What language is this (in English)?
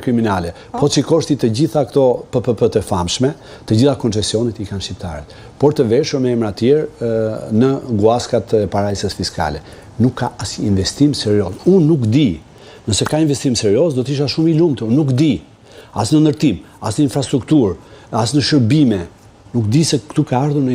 Albanian